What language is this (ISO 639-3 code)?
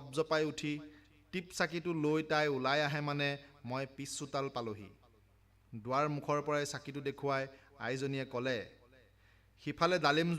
asm